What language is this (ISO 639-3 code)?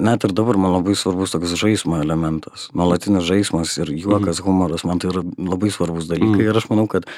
lit